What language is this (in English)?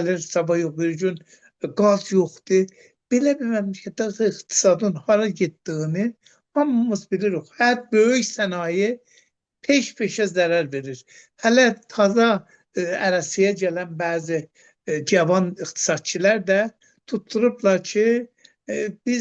Azerbaijani